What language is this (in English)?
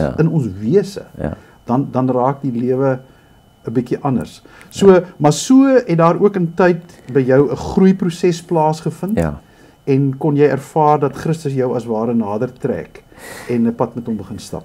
Afrikaans